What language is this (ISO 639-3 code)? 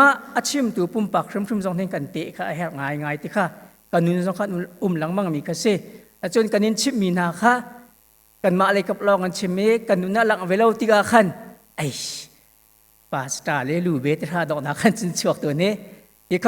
cnh